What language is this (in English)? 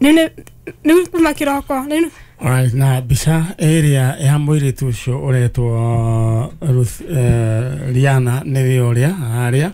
Kikuyu